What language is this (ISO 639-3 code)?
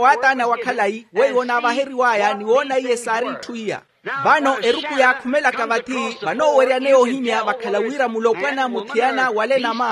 vmw